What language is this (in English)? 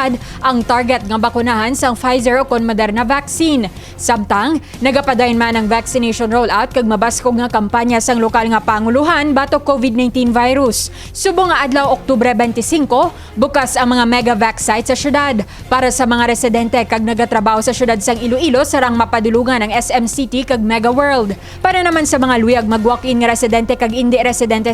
Hiligaynon